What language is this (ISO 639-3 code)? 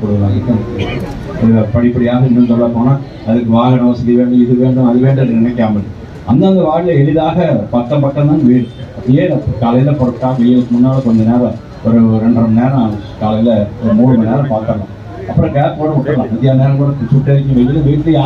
tam